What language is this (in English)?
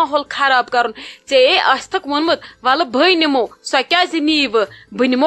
Kashmiri